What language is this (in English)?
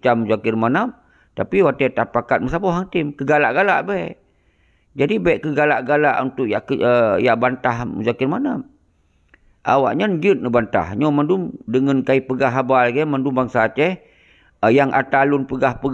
Achinese